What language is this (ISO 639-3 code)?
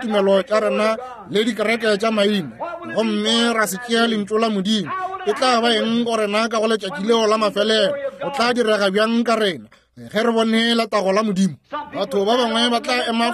nso